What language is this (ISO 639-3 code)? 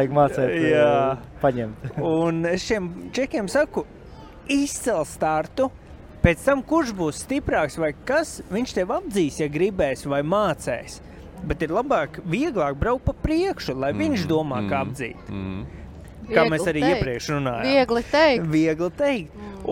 lav